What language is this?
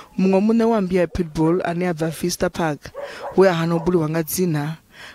Venda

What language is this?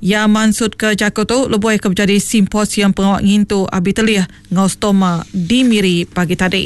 Iban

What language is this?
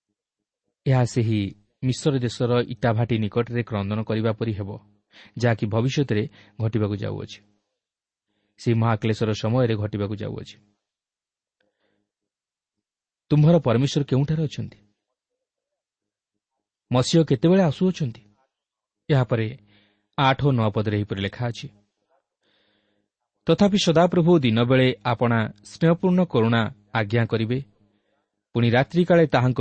Odia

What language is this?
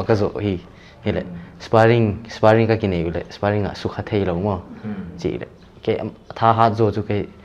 Paite Chin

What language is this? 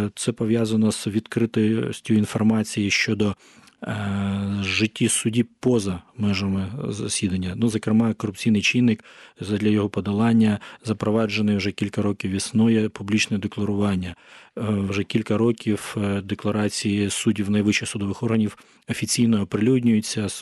Ukrainian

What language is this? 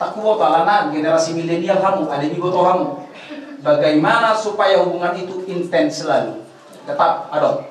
Batak Toba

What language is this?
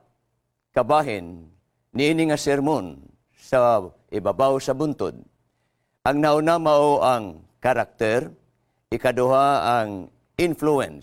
Cebuano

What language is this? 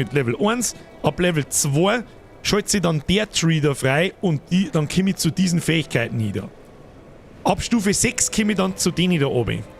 Bavarian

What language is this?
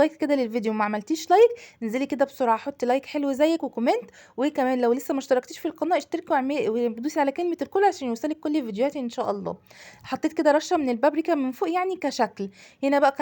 Egyptian Arabic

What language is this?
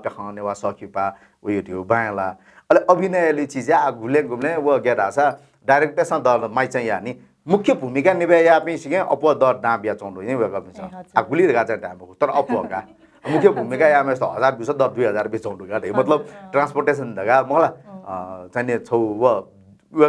Newari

